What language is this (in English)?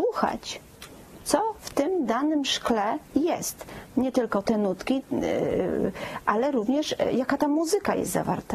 Polish